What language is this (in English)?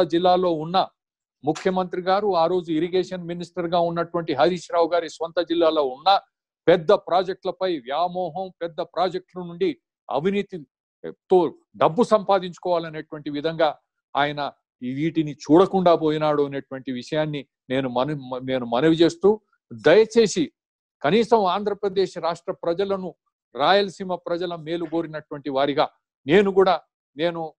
Telugu